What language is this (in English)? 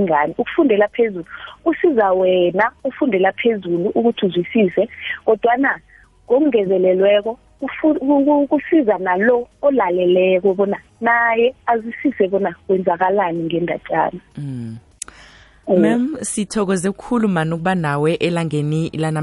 South Ndebele